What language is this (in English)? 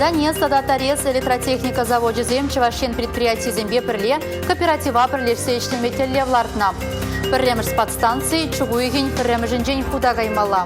Chuvash